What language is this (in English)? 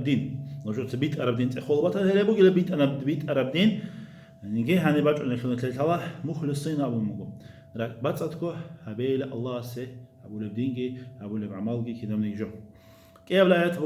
Avaric